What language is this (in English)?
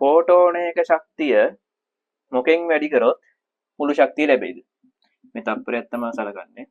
Sinhala